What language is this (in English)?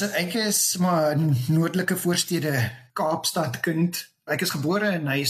Afrikaans